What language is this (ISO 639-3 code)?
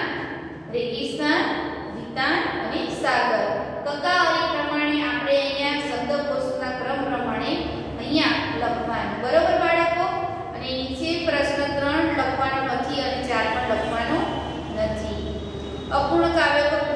guj